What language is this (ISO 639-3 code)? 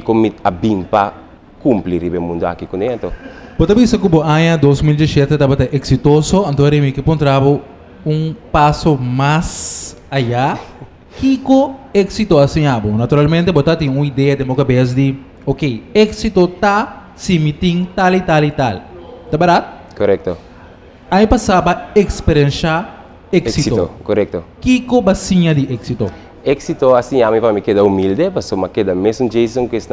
pap